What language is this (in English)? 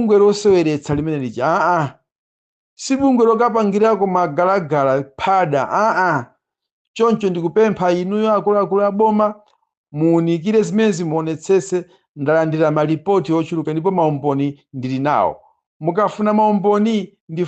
Nyanja